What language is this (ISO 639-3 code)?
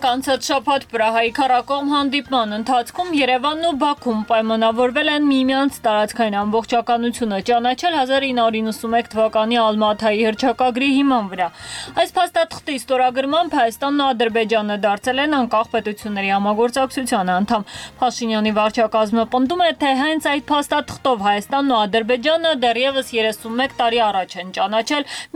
hye